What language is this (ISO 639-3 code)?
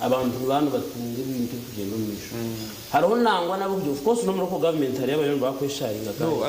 nyn